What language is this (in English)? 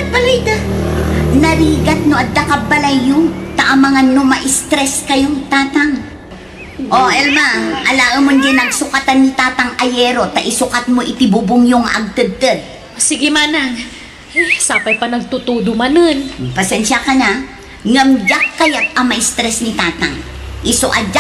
Iloko